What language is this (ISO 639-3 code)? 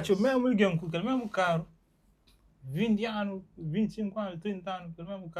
kea